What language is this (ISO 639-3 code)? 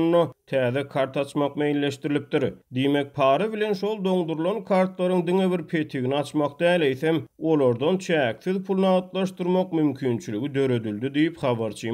tuk